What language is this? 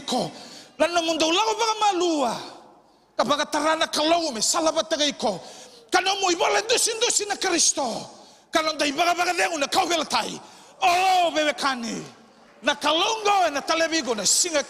Fijian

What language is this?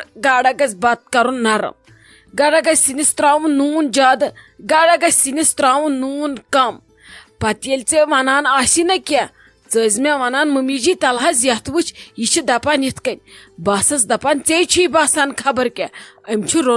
Kashmiri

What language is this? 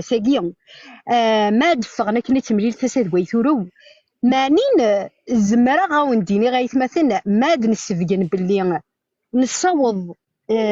Kabyle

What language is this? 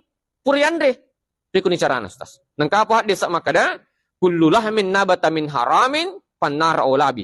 Buginese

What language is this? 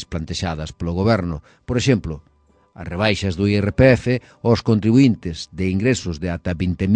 Galician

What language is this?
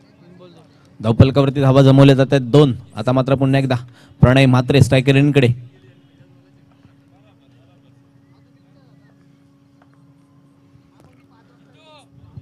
Marathi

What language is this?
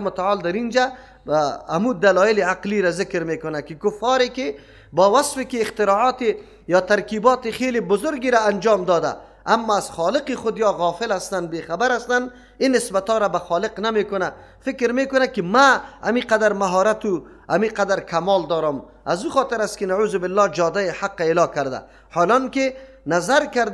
Persian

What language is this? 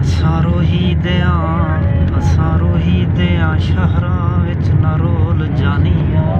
Saraiki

